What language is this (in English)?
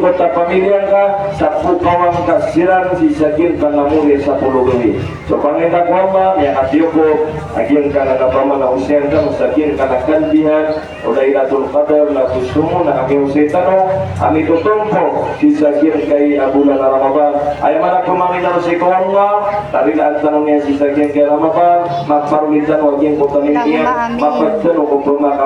Maranao